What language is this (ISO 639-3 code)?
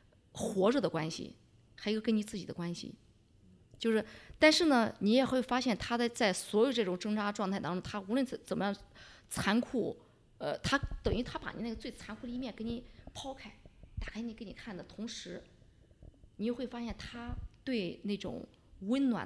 zho